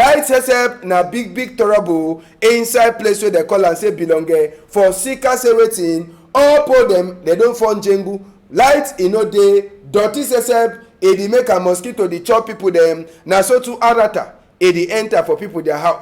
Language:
Cameroon Pidgin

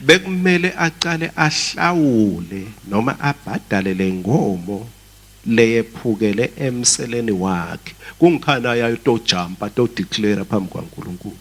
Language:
Swati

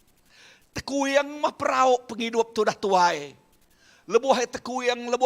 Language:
Iban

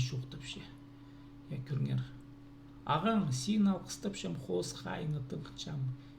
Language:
Khakas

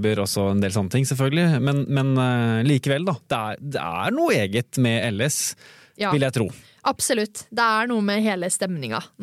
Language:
Norwegian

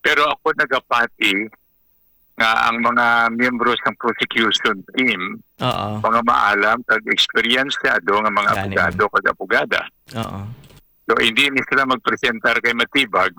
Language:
Hiligaynon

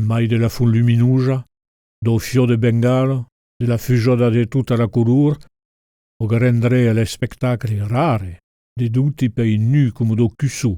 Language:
Occitan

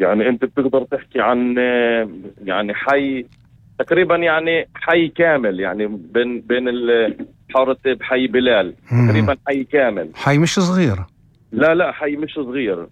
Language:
North Levantine Arabic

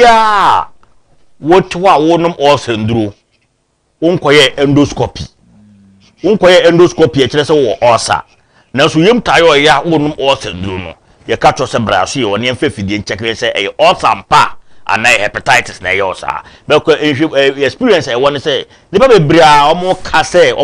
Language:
Akan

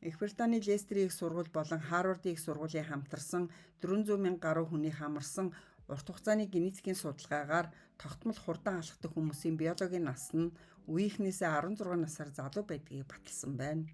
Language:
Mongolian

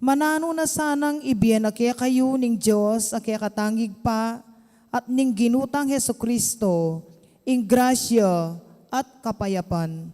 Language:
Pampanga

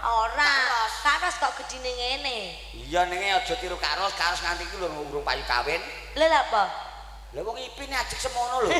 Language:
Javanese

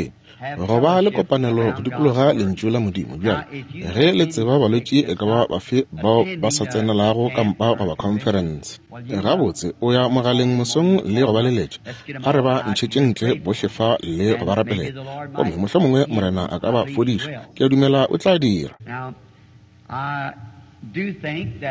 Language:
Northern Sotho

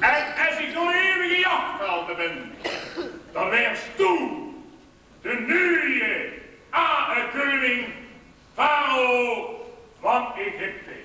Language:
Limburgish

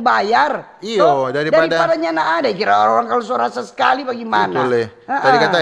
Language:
Manado Malay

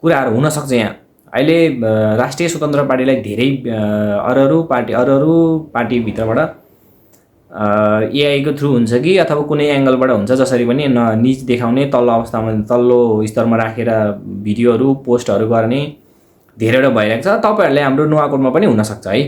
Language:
Nepali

